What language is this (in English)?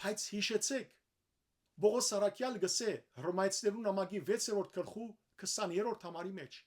Western Armenian